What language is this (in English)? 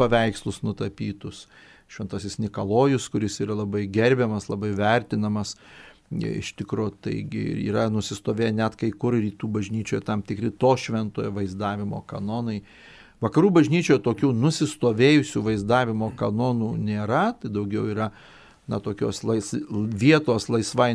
Lithuanian